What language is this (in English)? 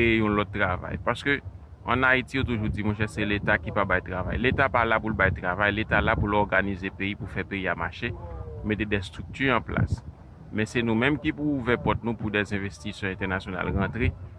Haitian Creole